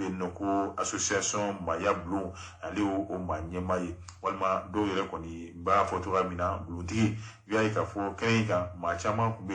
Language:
Bambara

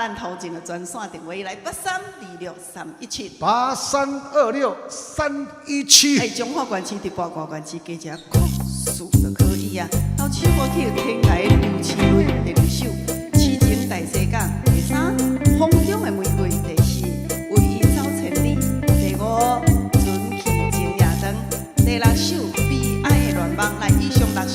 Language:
Min Nan Chinese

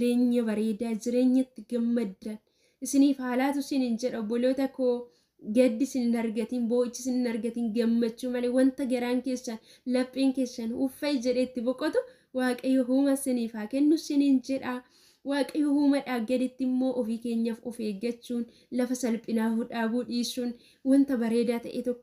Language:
Oromo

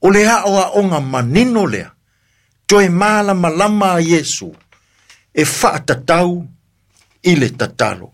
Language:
Samoan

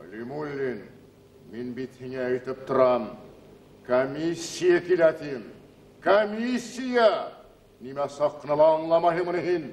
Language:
Bashkir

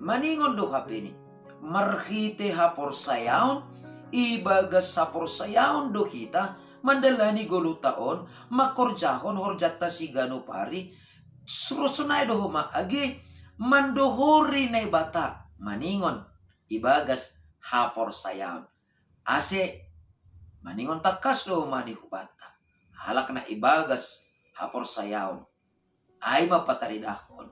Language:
Batak Simalungun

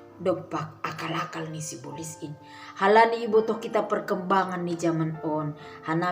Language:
Batak Simalungun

